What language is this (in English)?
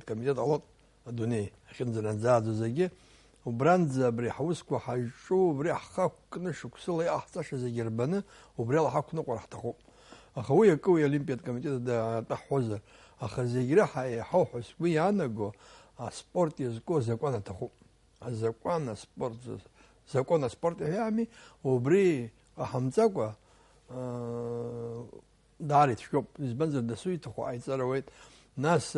Abkhazian